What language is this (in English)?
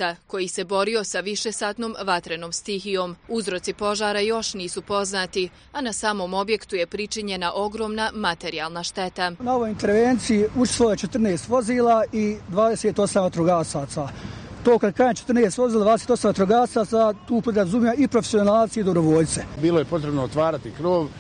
Bosnian